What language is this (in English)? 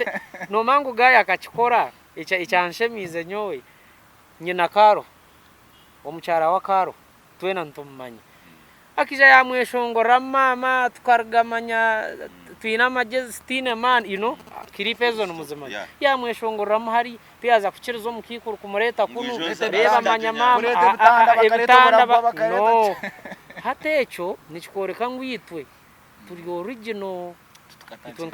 Nyankole